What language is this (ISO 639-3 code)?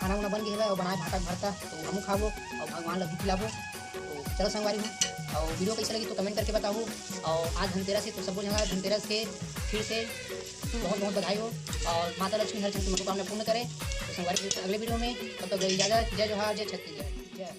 hne